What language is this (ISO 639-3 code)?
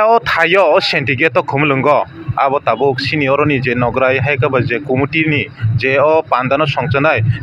trp